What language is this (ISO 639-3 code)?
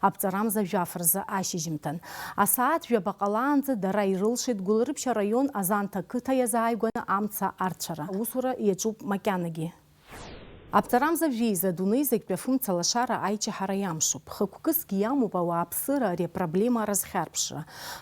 abk